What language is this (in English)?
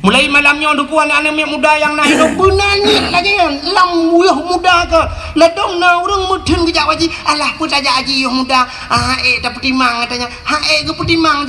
Achinese